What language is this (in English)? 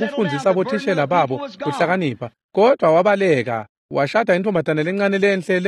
Swati